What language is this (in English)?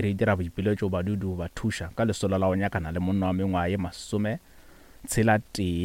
Northern Sotho